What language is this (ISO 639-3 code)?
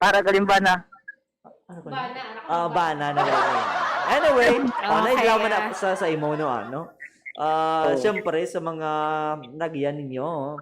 hil